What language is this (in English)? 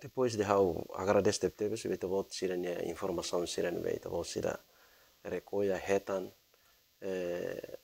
Tetum